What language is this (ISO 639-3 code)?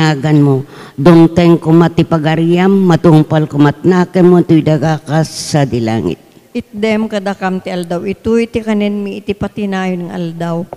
ilo